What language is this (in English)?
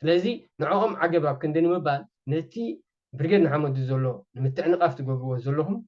Tigrinya